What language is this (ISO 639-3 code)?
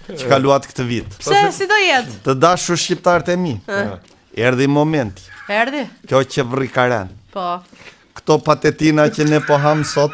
sqi